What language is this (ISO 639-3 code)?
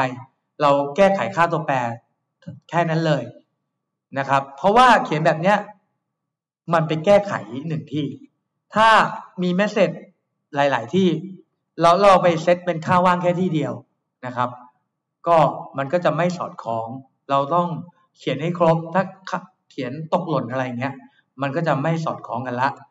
tha